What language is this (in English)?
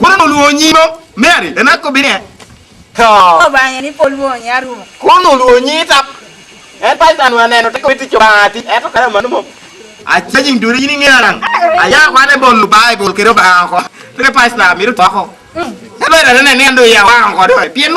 Lango (Uganda)